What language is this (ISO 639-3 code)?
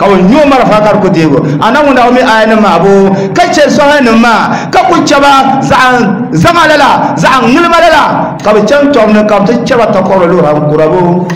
dag